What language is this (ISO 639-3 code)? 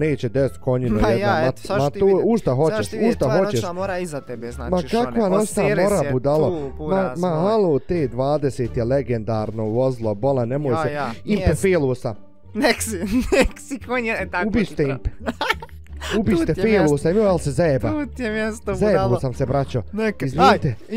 bos